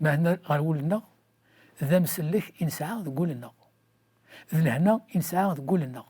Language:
Kabyle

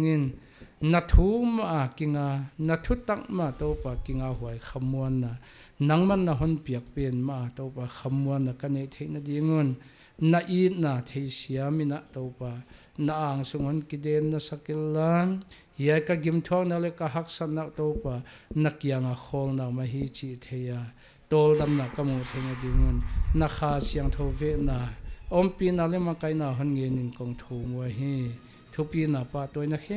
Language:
Paite Chin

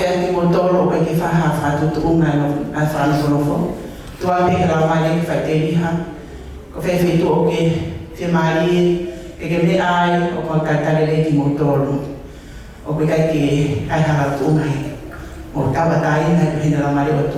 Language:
Tongan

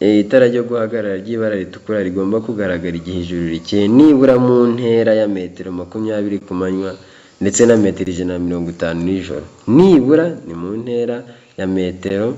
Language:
Kinyarwanda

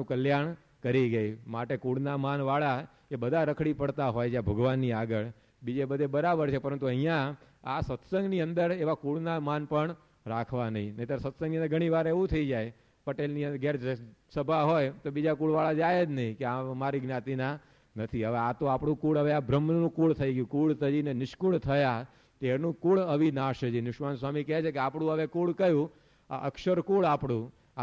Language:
Gujarati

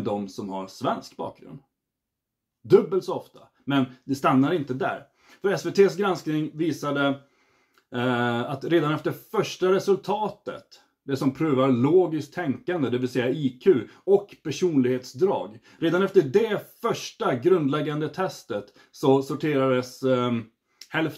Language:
Swedish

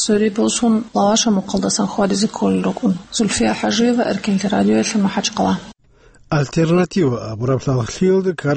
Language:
Avaric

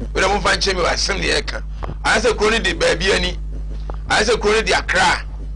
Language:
Akan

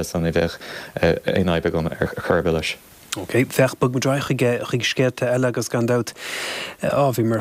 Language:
Irish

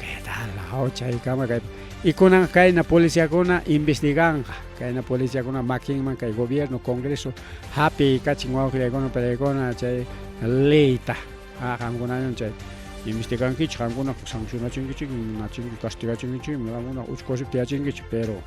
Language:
Ayacucho Quechua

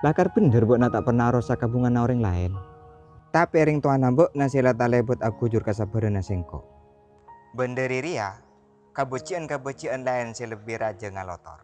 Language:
Madurese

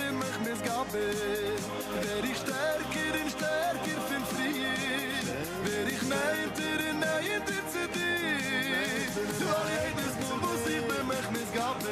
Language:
Yiddish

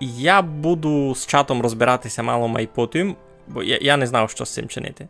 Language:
Rusyn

